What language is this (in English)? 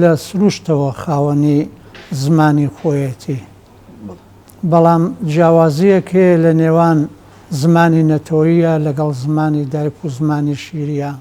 Central Kurdish